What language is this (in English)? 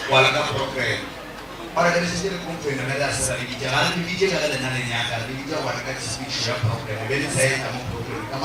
Northern Sotho